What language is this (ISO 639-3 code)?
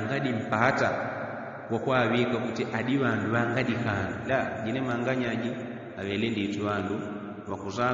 yao